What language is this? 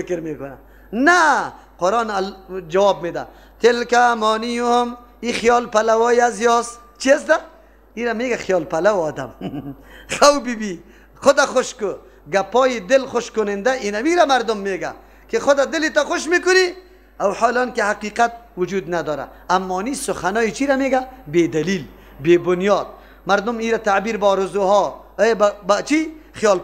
Persian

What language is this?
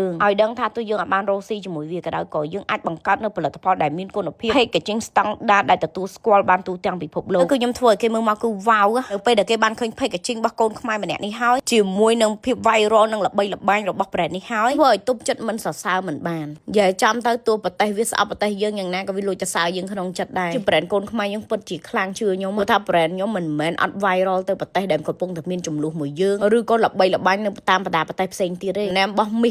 Khmer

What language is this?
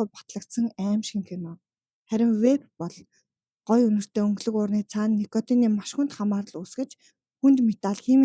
Mongolian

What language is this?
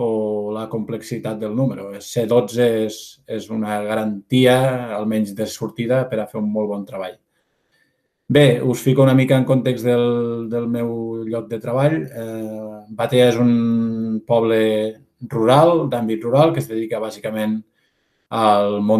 Catalan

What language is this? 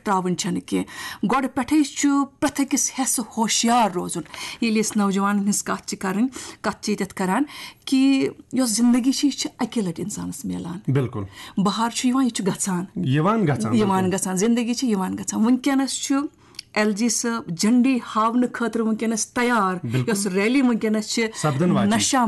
Kashmiri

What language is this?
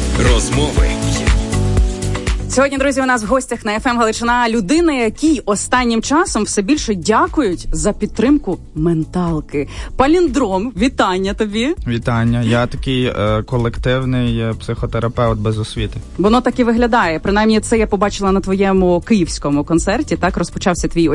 Ukrainian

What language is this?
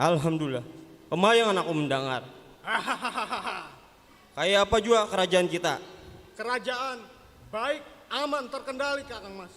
Banjar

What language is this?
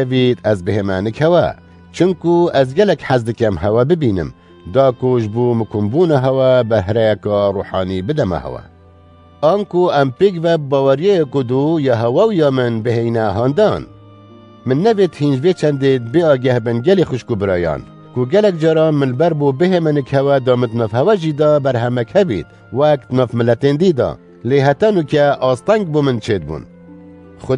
Kurdish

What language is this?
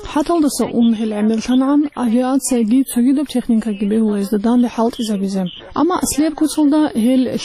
Avaric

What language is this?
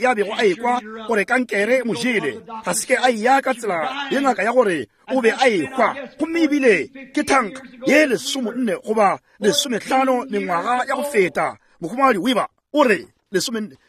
Northern Sotho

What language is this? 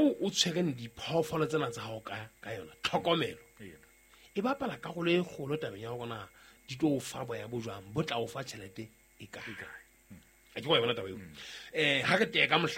Southern Sotho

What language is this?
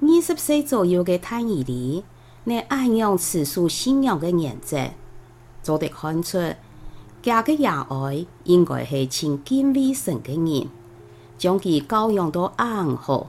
Hakka Chinese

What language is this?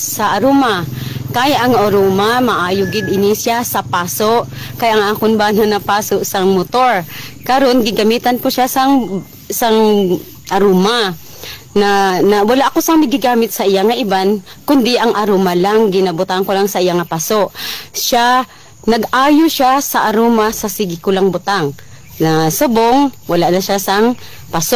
Cebuano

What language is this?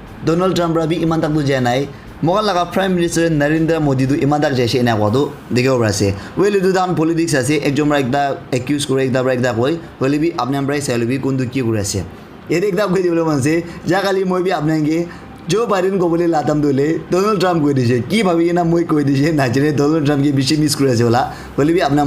Naga Pidgin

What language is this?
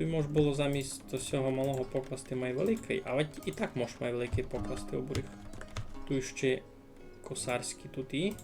Rusyn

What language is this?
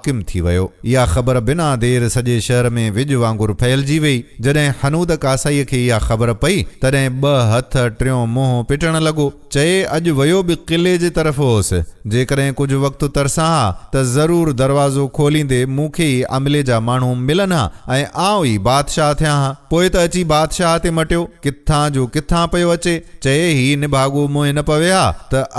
Sindhi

